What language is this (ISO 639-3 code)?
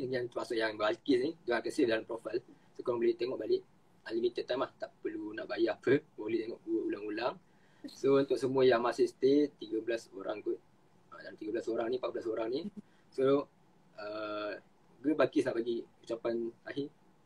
msa